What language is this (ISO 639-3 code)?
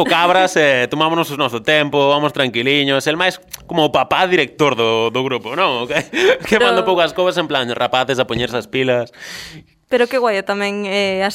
glg